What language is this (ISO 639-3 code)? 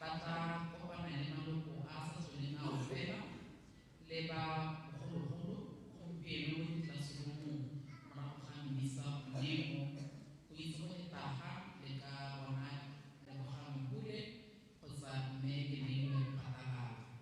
tsn